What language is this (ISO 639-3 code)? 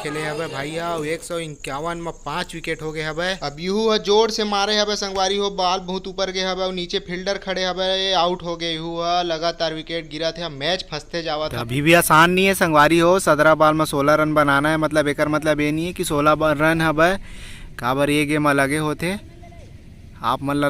hne